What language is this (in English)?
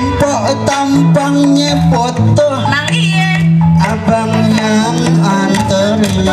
Betawi